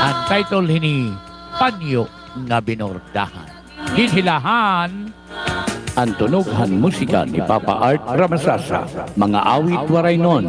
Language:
Waray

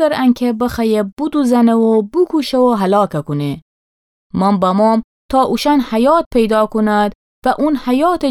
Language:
Gilaki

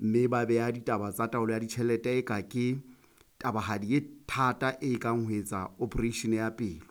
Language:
Southern Sotho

